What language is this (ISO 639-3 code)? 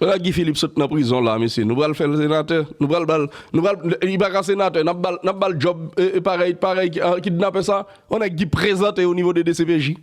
hat